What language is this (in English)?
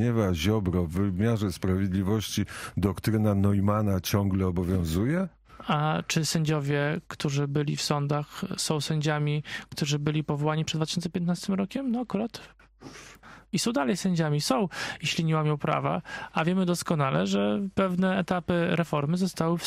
Polish